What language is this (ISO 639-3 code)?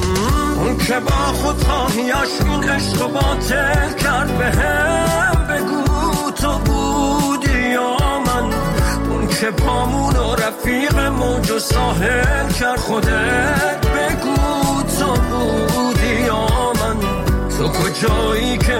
fas